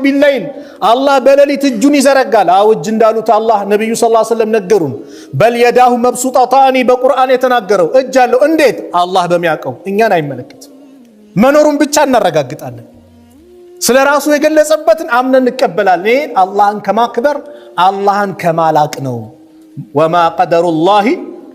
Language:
Amharic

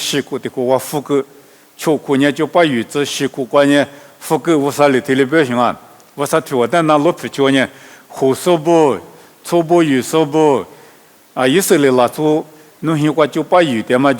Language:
Lisu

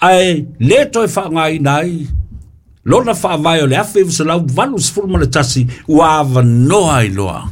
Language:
Samoan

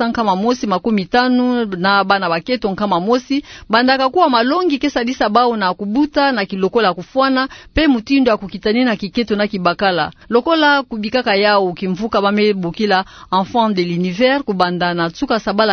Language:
Kituba (Democratic Republic of Congo)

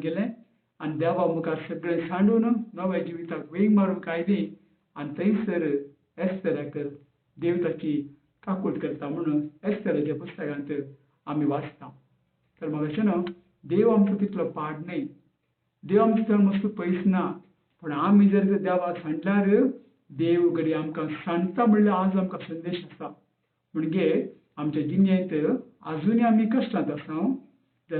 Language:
Konkani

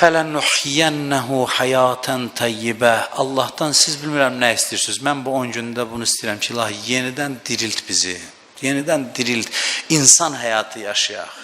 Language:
Azerbaijani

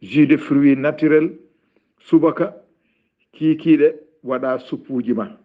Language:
Fula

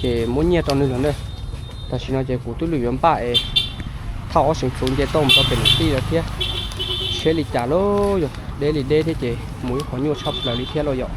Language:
Hmong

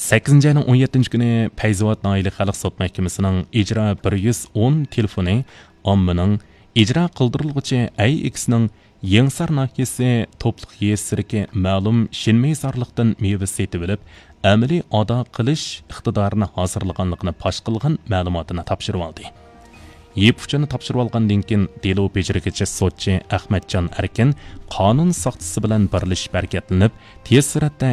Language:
Uyghur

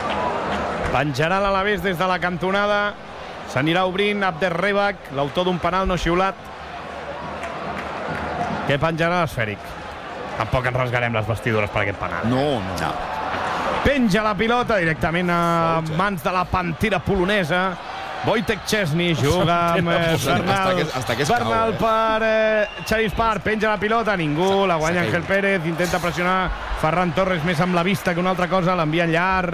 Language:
Catalan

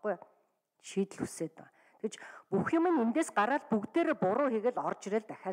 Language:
Mongolian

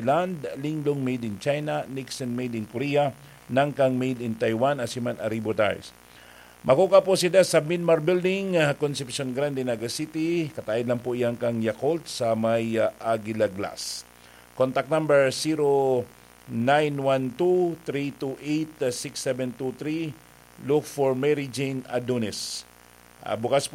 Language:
Bikol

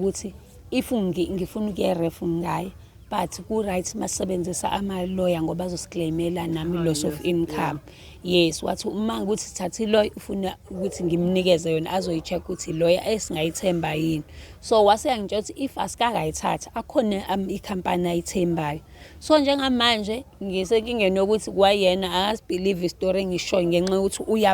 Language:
Zulu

